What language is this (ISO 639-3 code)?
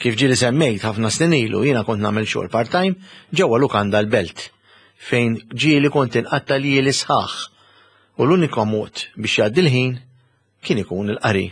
mlt